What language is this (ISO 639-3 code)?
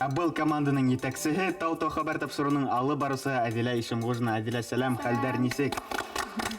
bak